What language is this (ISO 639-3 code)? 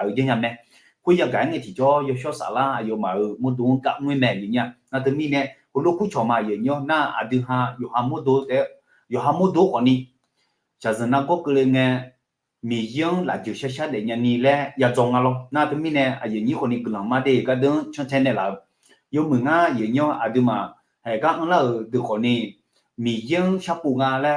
ahk